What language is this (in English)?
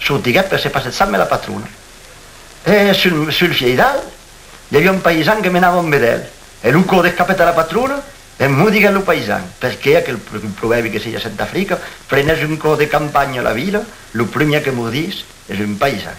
Occitan